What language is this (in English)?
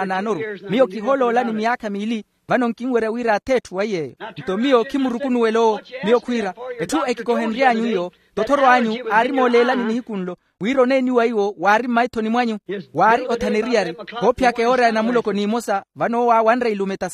Makhuwa